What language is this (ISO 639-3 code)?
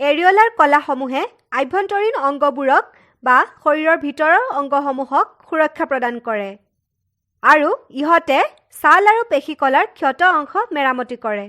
asm